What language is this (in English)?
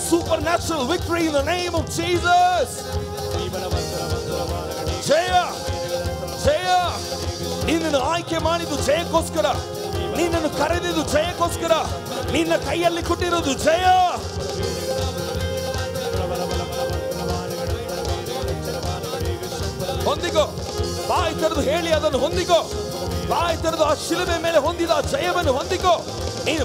Kannada